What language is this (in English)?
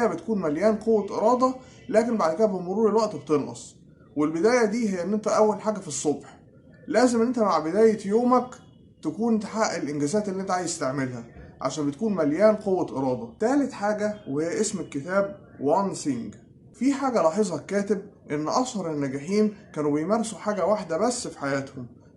Egyptian Arabic